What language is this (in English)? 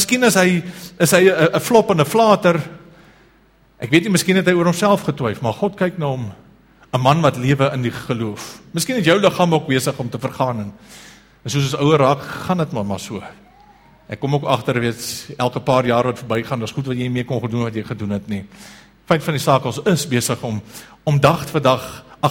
Afrikaans